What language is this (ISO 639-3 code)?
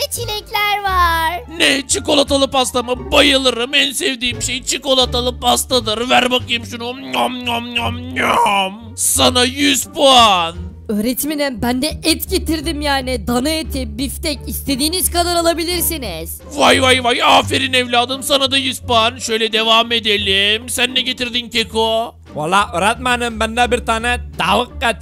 tur